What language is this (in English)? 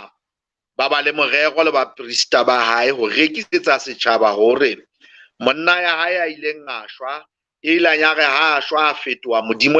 Southern Sotho